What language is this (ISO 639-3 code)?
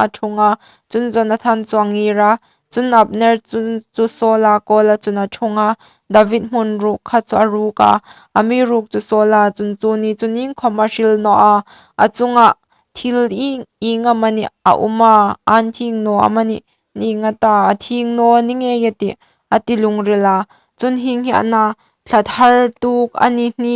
hmr